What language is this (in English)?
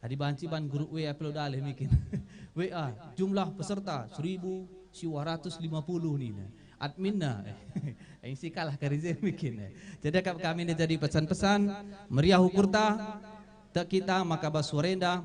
Batak Karo